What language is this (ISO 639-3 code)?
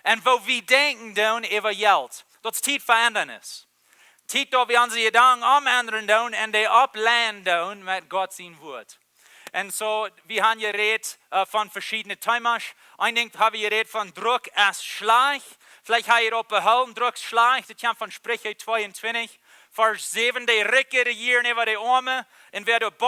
pdt